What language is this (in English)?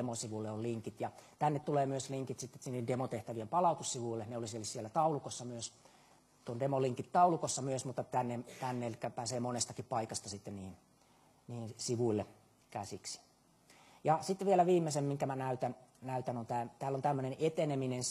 Finnish